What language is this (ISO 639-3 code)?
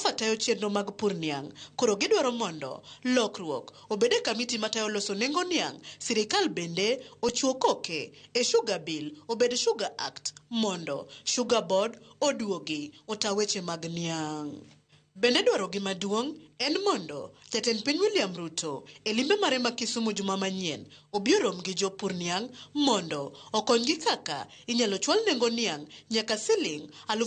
luo